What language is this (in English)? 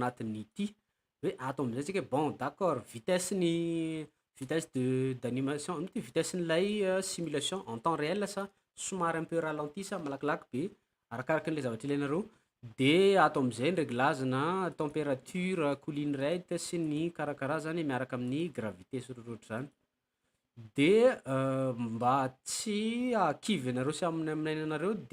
Malagasy